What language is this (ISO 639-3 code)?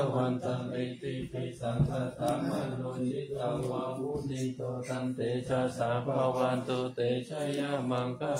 pli